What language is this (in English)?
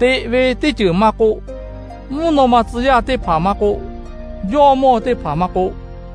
Lahu